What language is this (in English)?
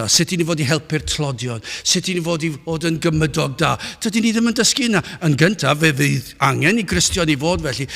Welsh